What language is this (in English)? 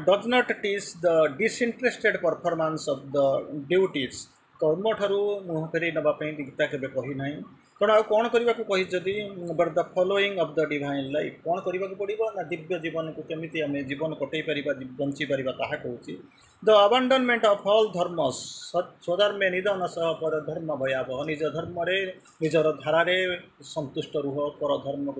Odia